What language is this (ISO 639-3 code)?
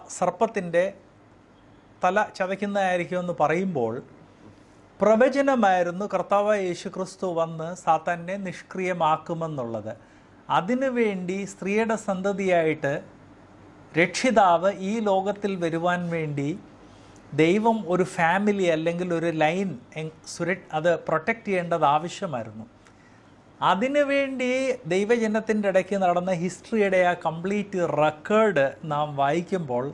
mal